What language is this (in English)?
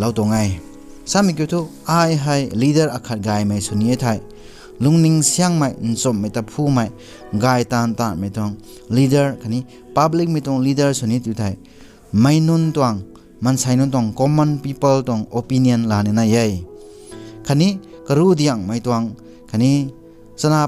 Rongmei Naga